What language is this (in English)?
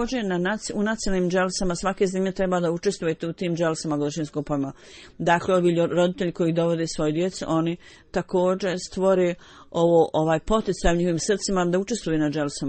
Bosnian